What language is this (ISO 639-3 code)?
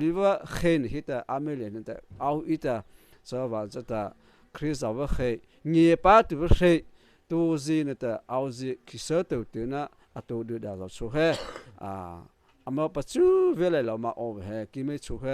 mrh